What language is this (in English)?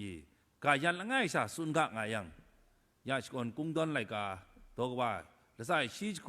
Kachin